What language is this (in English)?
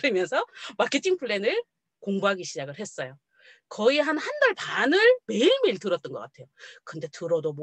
Korean